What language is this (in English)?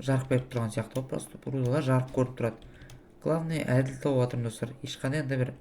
Kazakh